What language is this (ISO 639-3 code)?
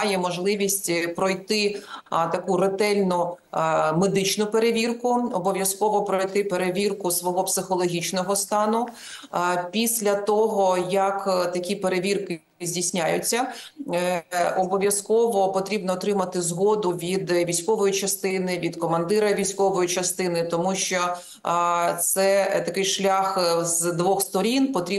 ukr